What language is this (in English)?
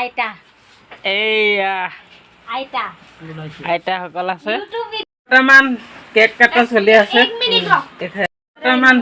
Assamese